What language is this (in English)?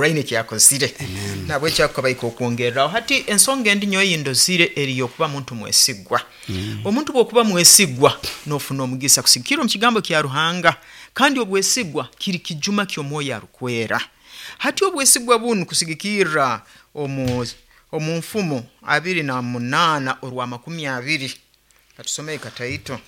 Nyoro